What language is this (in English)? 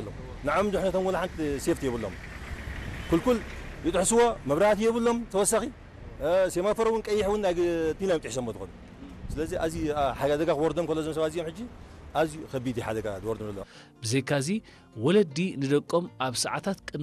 Tigrinya